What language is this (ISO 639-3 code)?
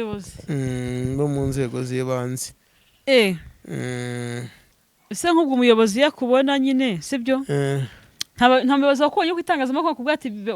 kin